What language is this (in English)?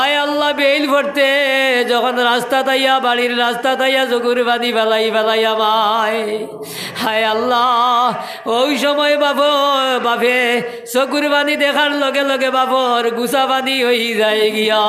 Sylheti